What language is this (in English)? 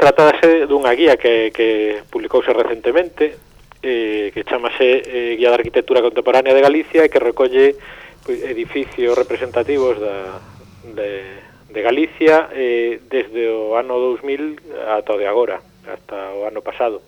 Galician